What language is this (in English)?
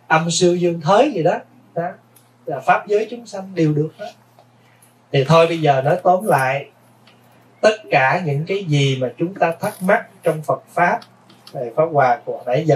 Vietnamese